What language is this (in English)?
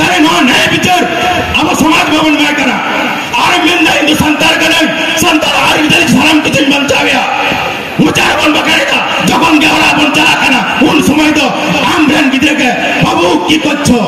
Santali